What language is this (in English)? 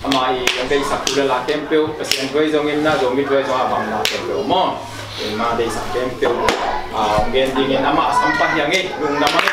Tedim Chin